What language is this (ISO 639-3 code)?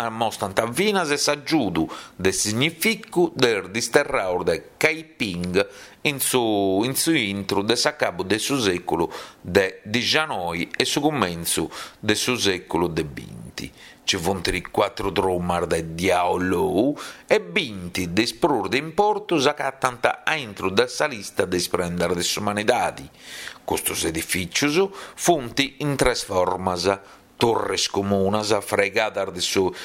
srd